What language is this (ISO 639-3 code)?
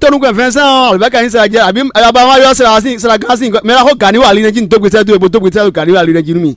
fon